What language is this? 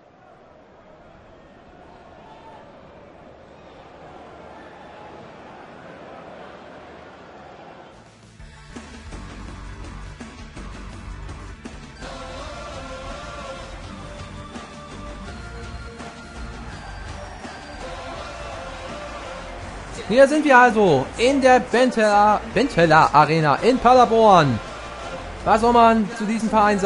German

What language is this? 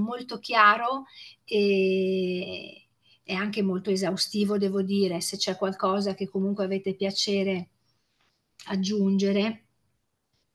Italian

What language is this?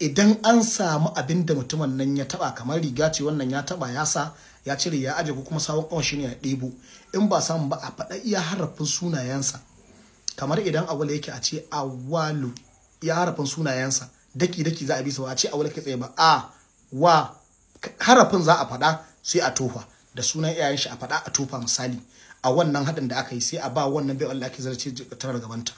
Hausa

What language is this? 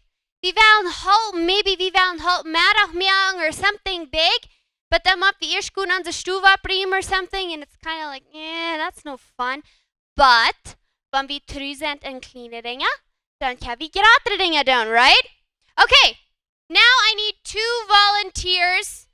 Plautdietsch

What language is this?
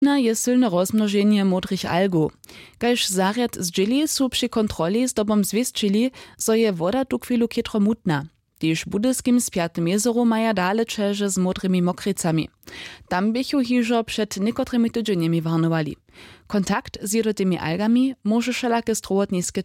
Upper Sorbian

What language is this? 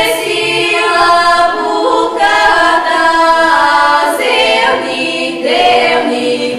Bulgarian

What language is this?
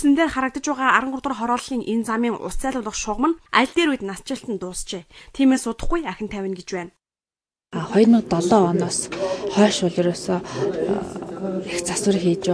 Mongolian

